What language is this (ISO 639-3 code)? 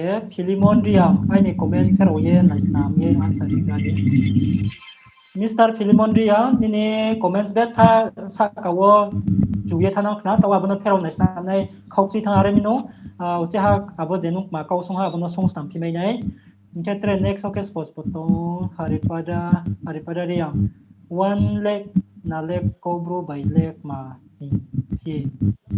ria